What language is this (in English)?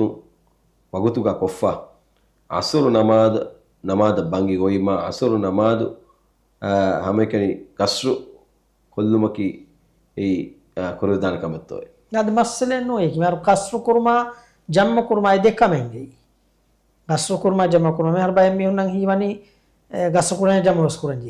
Divehi